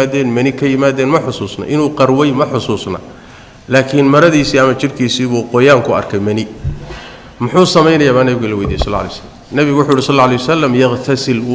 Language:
Somali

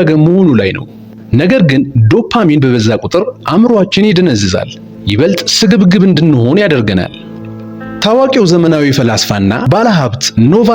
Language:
Amharic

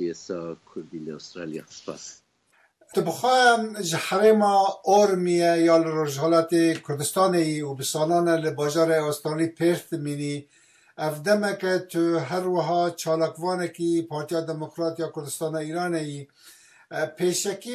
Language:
Kurdish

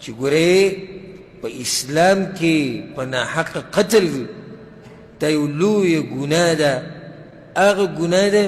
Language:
Pashto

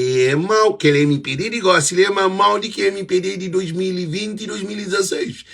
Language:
Kabuverdianu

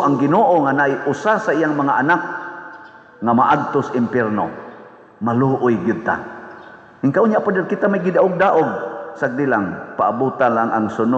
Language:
Cebuano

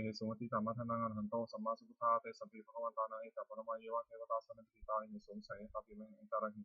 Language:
Pali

